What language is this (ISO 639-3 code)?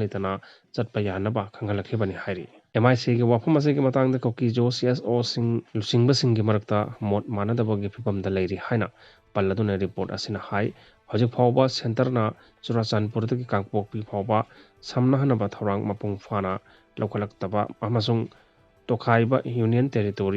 mni